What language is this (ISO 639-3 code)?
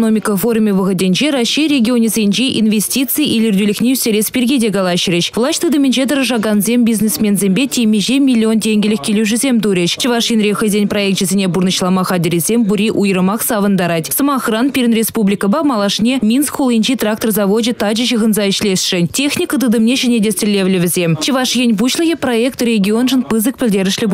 chv